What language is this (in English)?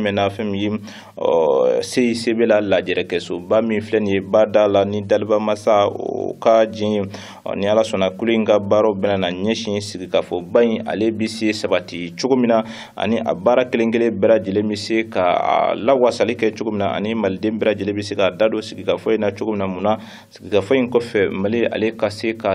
Bambara